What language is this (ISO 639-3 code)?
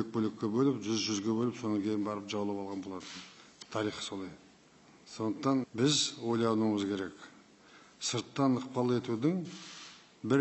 kaz